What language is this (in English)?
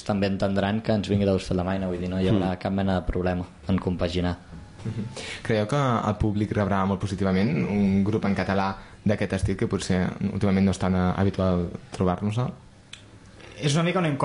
Catalan